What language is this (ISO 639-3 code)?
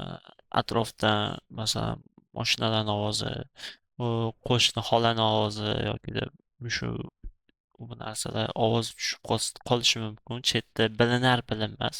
uzb